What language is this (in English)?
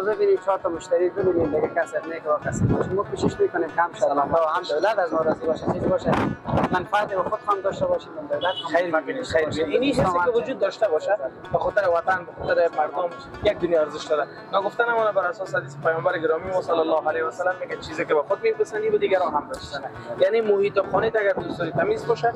Persian